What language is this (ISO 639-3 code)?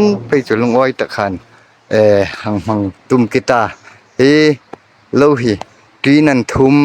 hmr